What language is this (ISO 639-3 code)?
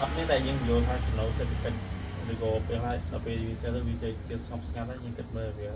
khm